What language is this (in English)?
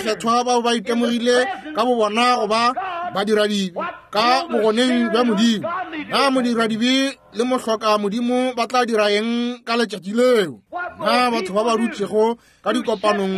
Northern Sotho